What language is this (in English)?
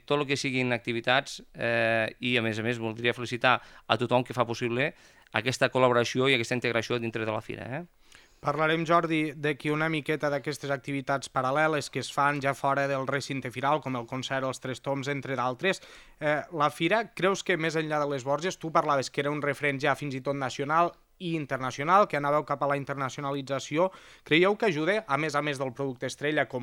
Catalan